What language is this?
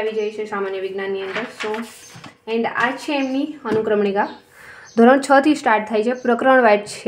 Gujarati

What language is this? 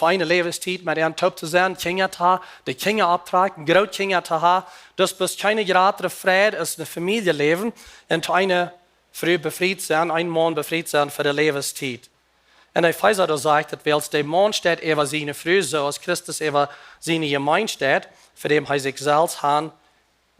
Plautdietsch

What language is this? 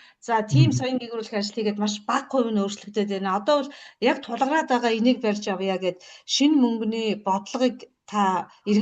Mongolian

